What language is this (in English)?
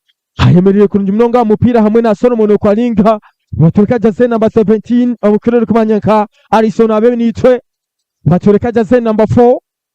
Nyankole